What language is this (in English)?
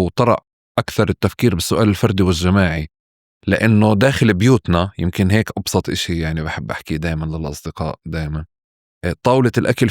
North Levantine Arabic